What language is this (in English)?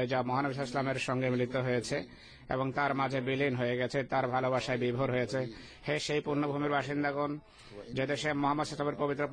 Bangla